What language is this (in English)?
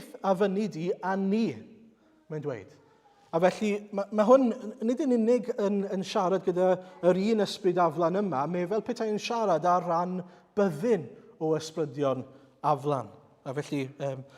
Welsh